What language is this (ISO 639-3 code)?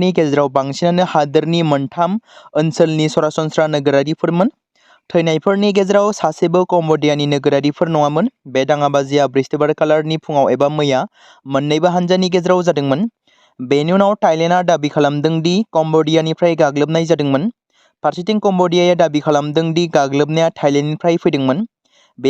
brx